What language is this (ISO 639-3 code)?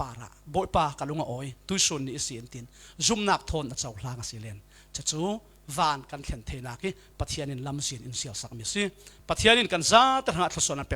cfm